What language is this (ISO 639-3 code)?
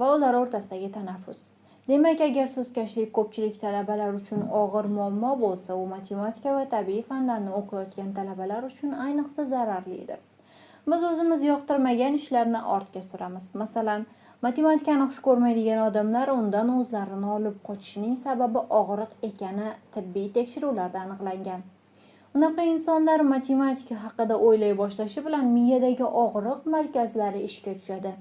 uzb